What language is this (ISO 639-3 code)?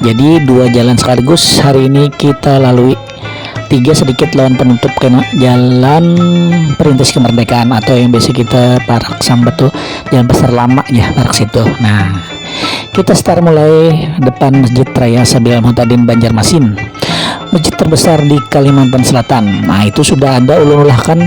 bjn